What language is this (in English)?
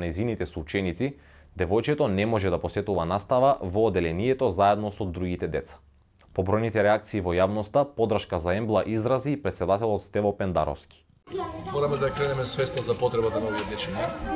Macedonian